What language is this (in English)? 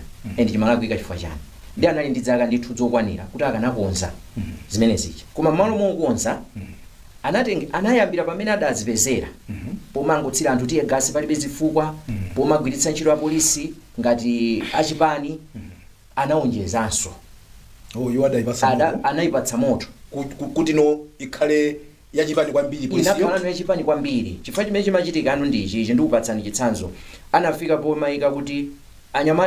Nyanja